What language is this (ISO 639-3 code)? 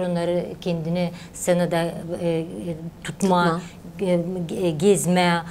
gag